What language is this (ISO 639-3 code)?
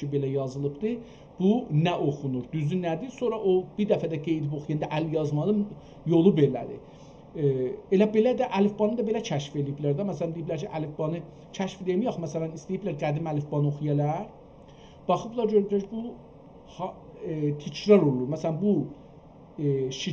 azb